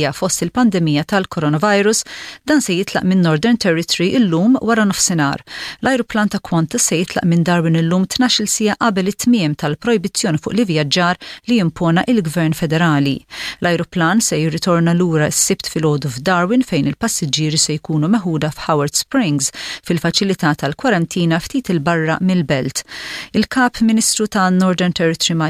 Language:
Maltese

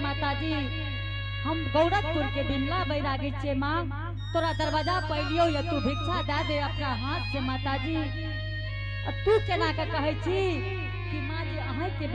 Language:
Angika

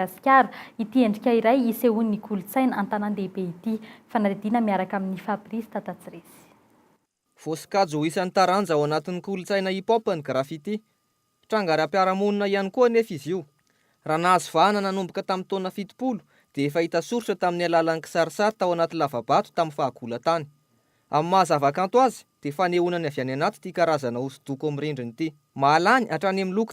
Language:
Malagasy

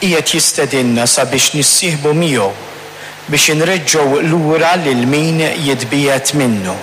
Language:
Maltese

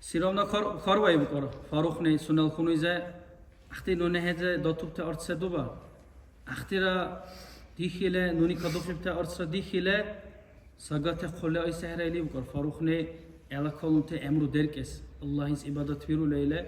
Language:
Dargwa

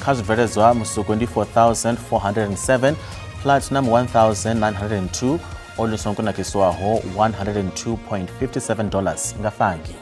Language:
Venda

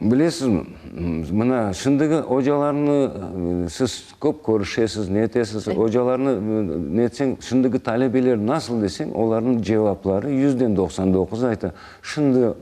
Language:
Crimean Tatar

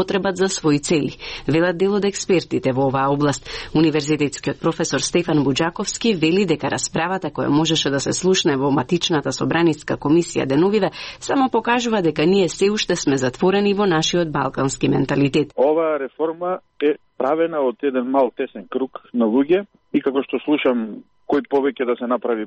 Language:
Macedonian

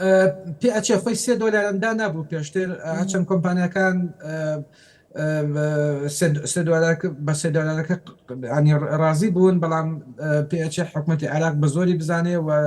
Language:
Central Kurdish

